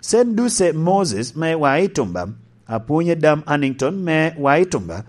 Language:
Lango (Uganda)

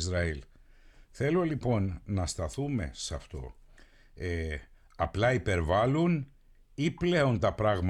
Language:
Greek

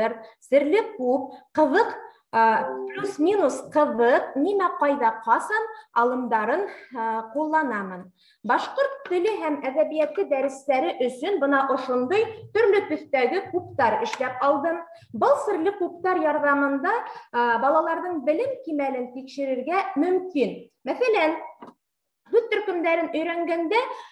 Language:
Bashkir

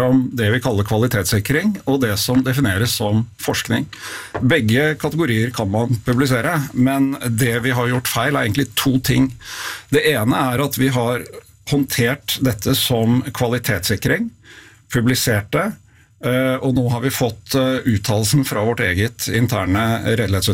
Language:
Norwegian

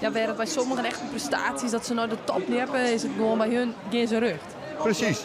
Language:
Western Frisian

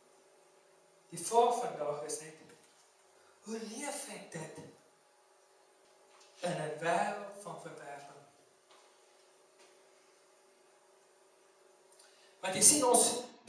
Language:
Afrikaans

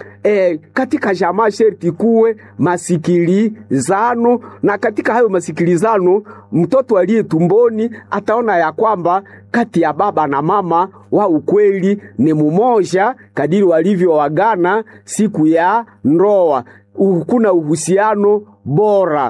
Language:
Swahili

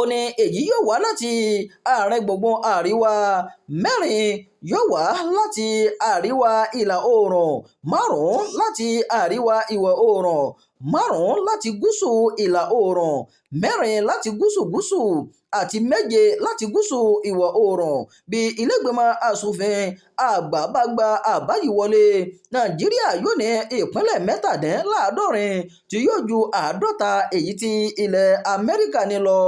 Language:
Yoruba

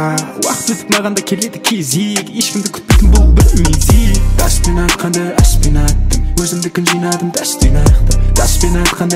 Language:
Kazakh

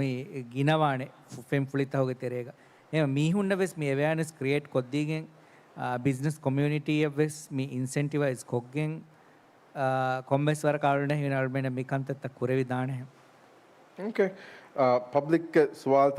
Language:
Divehi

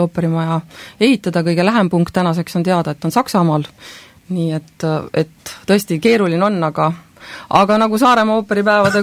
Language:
Estonian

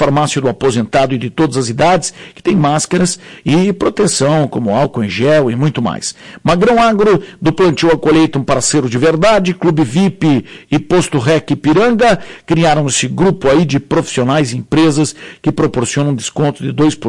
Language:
Portuguese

